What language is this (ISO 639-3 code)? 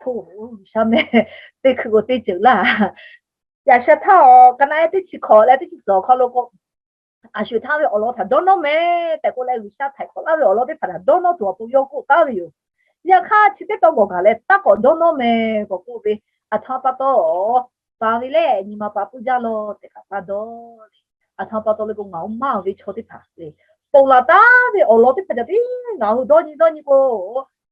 lhu